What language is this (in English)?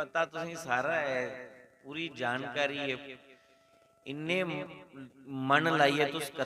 Dogri